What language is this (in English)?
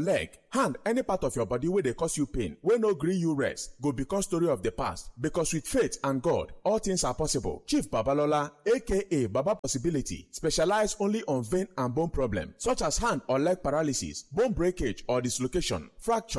Nigerian Pidgin